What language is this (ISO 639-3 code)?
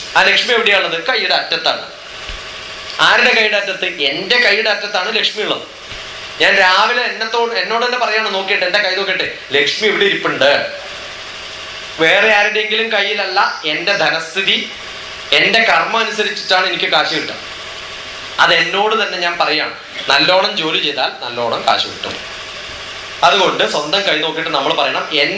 mal